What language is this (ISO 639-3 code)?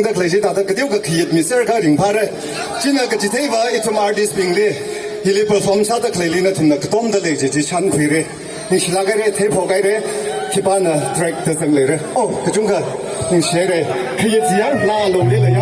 nmf